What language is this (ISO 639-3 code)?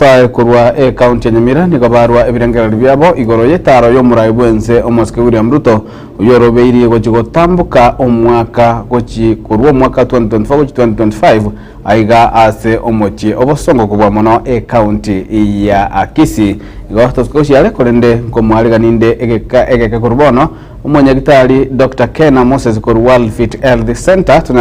guz